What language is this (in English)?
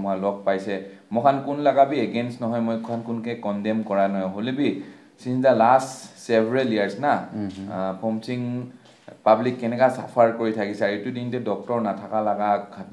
Naga Pidgin